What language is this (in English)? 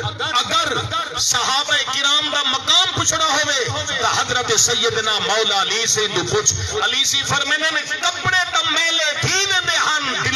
Saraiki